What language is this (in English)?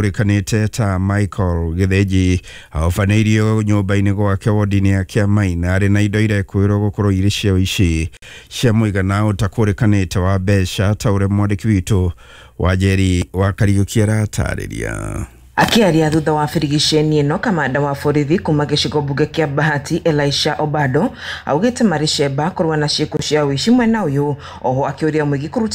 Kikuyu